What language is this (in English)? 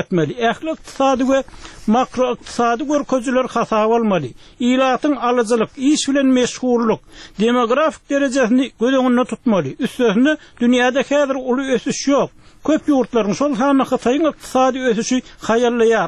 Turkmen